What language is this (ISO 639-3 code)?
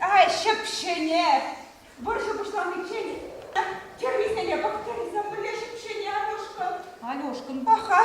chv